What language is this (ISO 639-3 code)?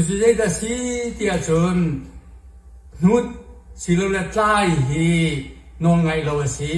cnh